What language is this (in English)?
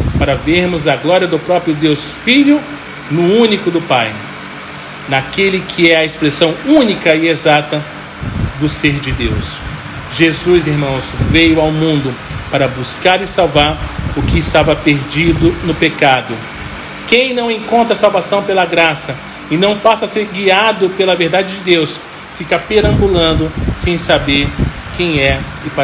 Portuguese